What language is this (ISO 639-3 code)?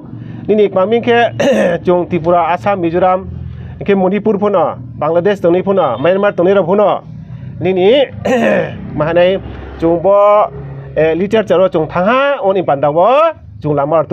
ria